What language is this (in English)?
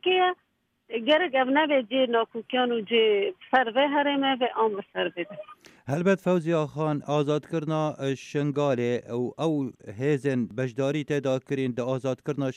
Kurdish